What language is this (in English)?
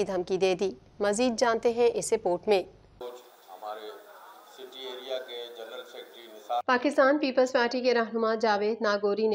Urdu